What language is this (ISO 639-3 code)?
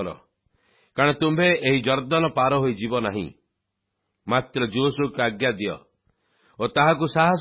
ori